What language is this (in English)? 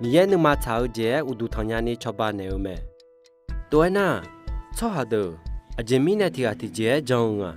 Akha